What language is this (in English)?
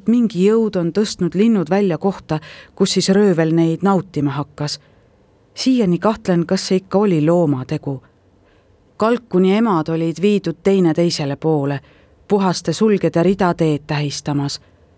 Estonian